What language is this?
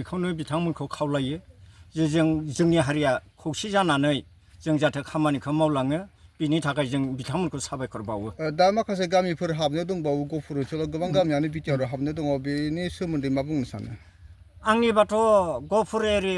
Bodo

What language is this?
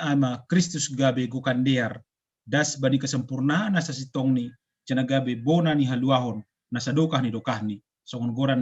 Batak Simalungun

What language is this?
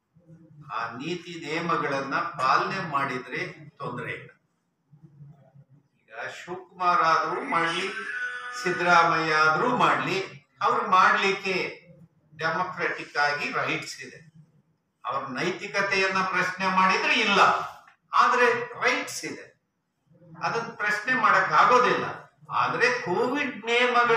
Kannada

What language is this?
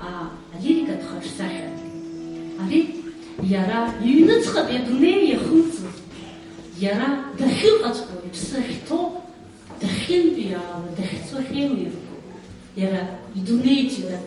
Abkhazian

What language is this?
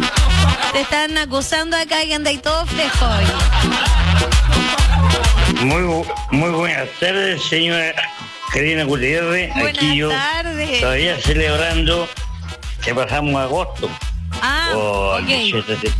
Spanish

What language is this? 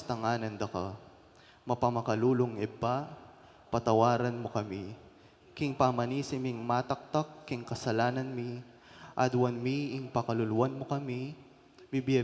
Pampanga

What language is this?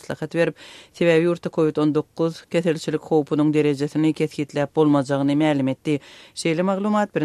Turkmen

